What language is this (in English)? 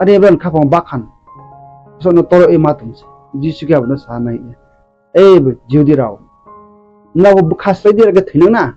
Riang (India)